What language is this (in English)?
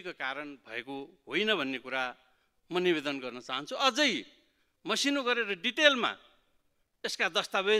Nepali